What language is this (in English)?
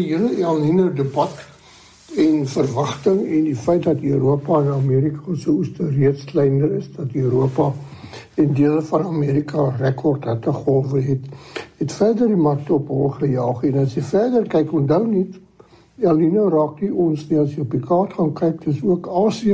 Afrikaans